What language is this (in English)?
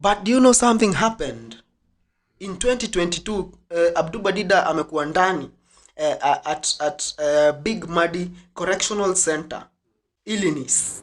Kikuyu